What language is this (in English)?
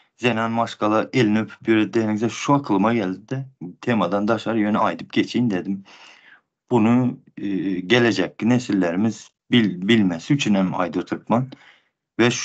Turkmen